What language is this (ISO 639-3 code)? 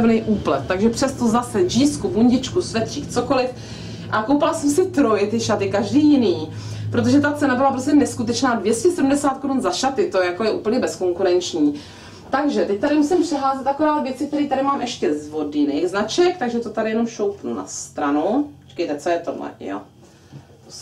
ces